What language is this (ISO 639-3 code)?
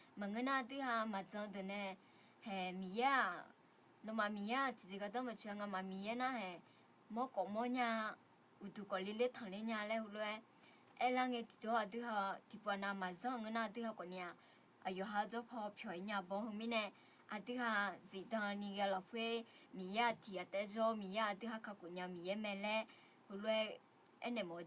ahk